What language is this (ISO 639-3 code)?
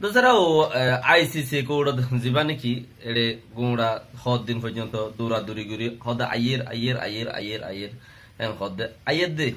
rhg